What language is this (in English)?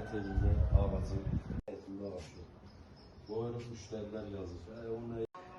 Azerbaijani